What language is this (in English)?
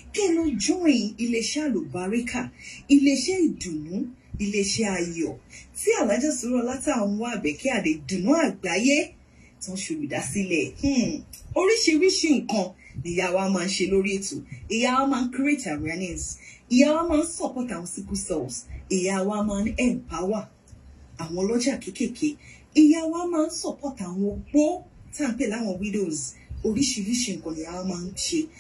Yoruba